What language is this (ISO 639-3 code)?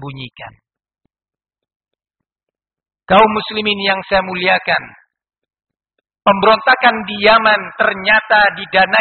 ind